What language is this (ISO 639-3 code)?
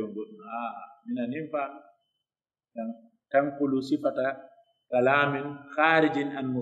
fuf